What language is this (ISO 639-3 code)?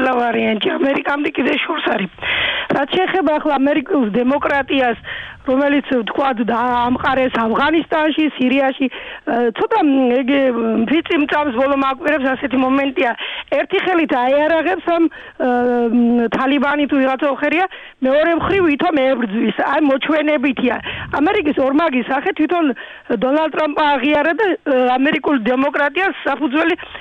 kat